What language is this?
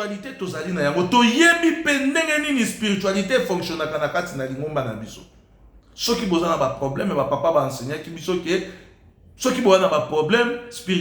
Lingala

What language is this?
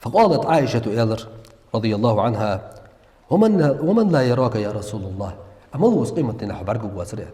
Ingush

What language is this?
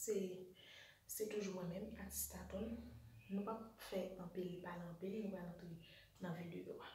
Haitian Creole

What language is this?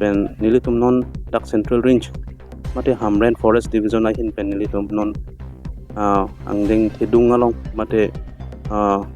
Karbi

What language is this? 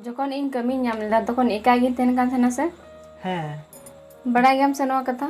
Santali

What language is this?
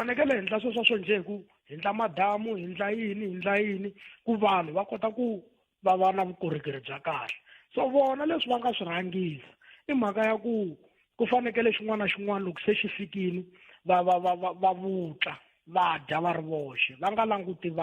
Tsonga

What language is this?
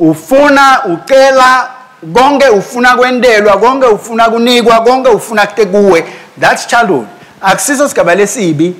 Swati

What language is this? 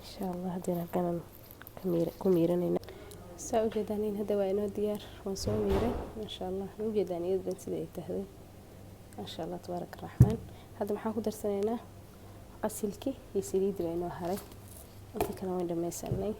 Somali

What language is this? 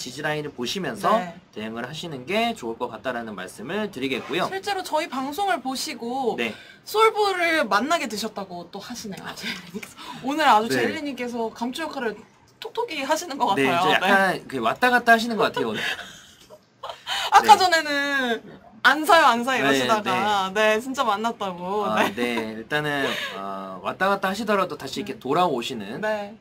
Korean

